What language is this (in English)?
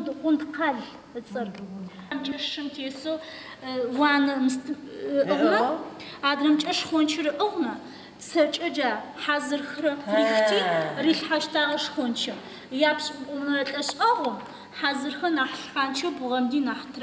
Adyghe